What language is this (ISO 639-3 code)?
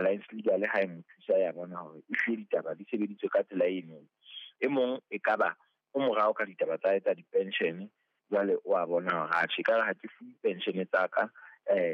sot